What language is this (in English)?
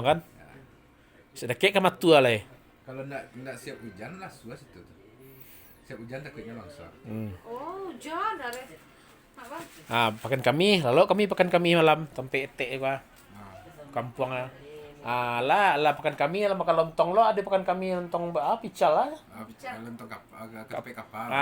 Minangkabau